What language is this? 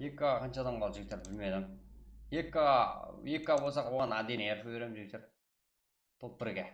Kara-Kalpak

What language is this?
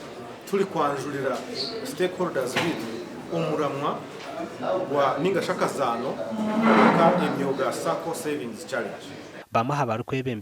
Nyankole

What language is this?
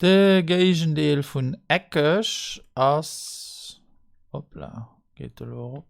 Luxembourgish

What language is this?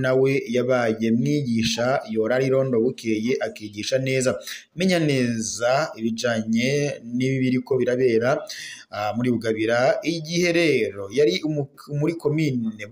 Rundi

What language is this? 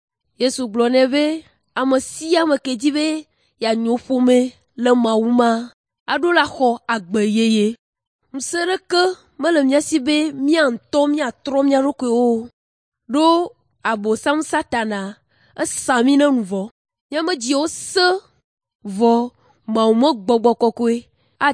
Ewe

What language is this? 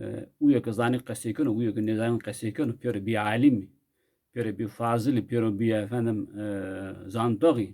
Zaza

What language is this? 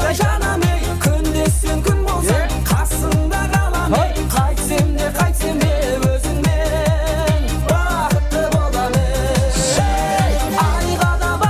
Kara-Kalpak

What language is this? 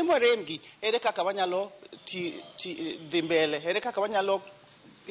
Luo (Kenya and Tanzania)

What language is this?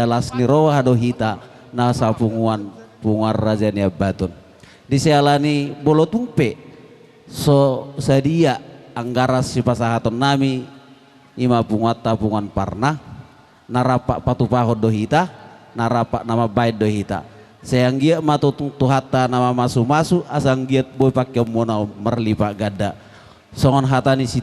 Batak Toba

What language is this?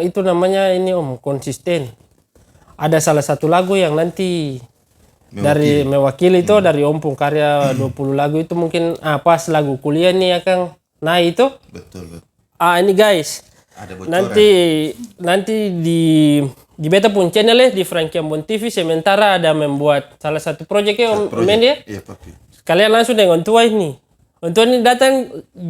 Ambonese Malay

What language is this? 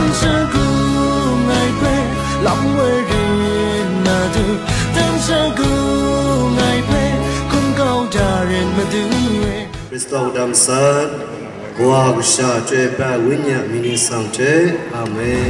Kachin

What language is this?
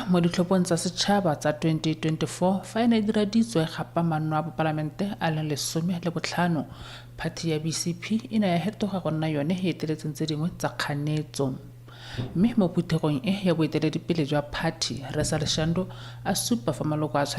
Tswana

